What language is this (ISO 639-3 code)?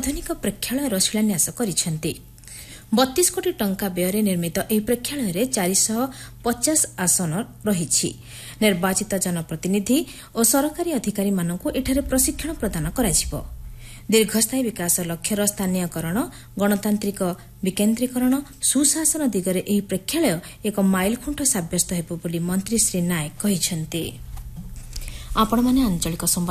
ori